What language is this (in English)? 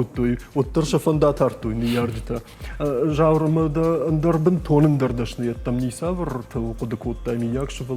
Ossetic